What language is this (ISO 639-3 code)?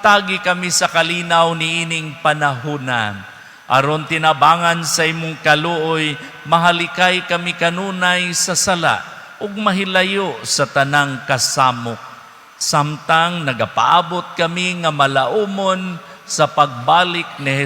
ceb